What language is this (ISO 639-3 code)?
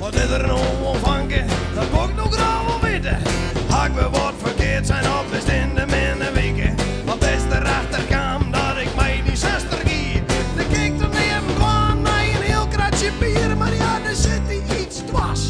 fry